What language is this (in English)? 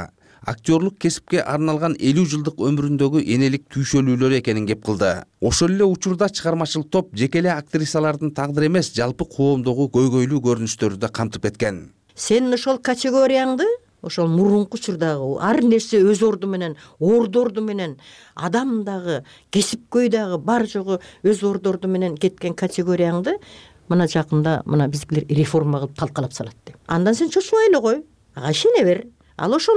Kyrgyz